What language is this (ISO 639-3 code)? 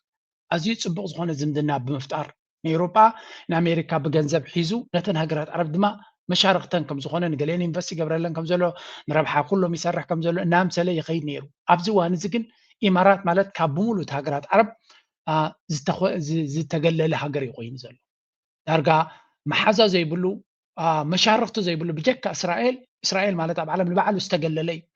tir